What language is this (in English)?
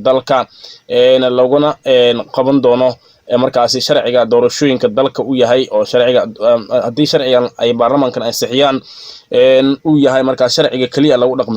Somali